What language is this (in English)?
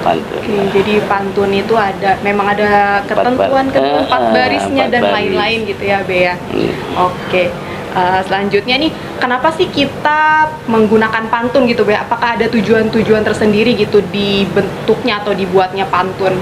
Betawi